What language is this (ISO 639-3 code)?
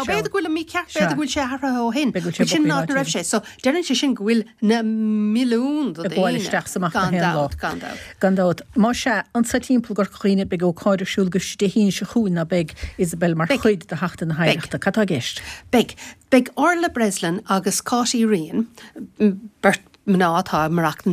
gle